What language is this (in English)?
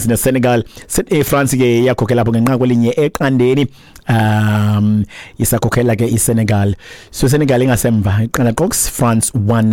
Xhosa